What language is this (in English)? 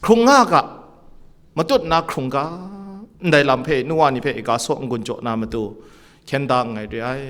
Kachin